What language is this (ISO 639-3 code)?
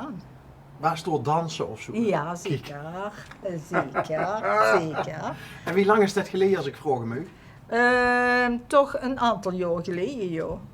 lim